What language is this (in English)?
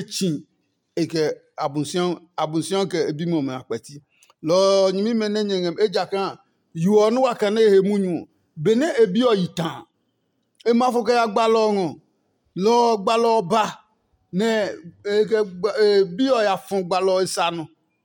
Adangme